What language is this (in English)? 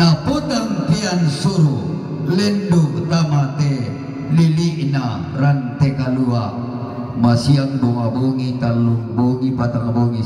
Toraja-Sa'dan